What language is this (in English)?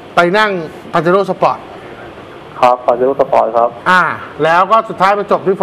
Thai